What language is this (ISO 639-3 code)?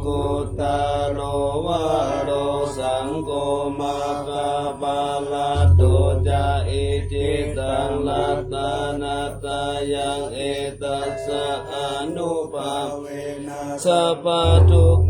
pli